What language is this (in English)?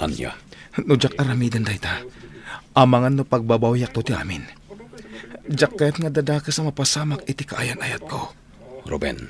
Iloko